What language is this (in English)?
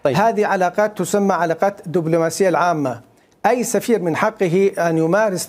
Mesopotamian Arabic